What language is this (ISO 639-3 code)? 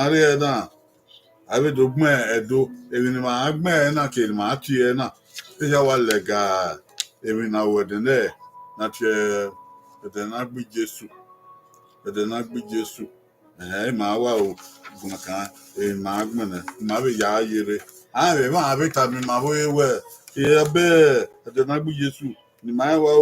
bin